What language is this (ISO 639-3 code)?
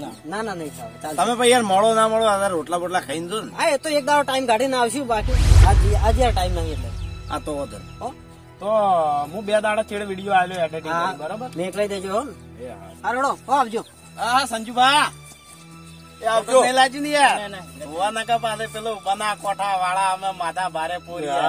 guj